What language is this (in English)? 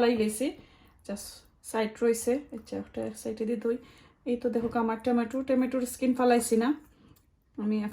Sylheti